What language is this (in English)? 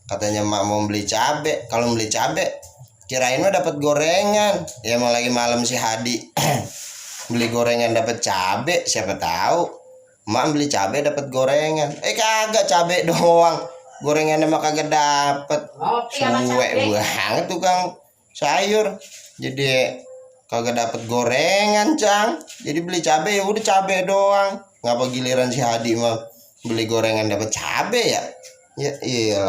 Betawi